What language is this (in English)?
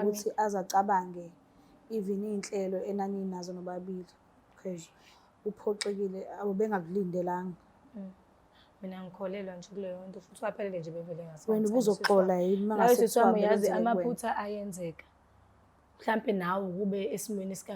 Zulu